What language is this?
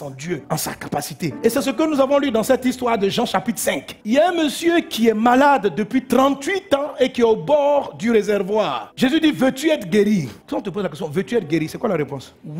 French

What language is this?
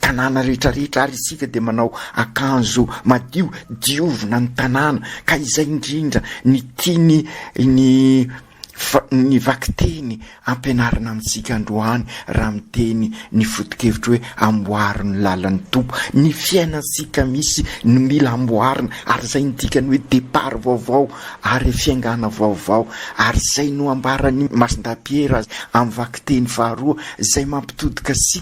Malagasy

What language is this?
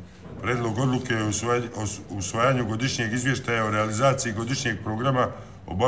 Bosnian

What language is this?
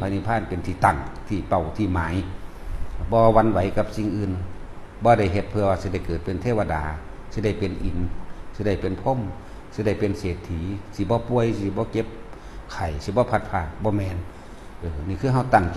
Northeastern Thai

